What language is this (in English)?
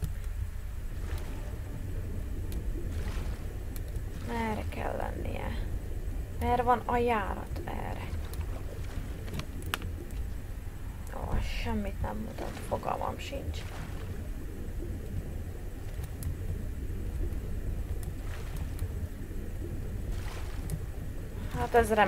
Hungarian